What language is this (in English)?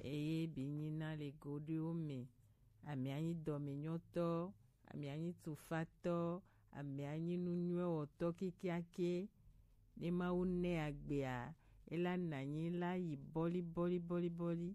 Gen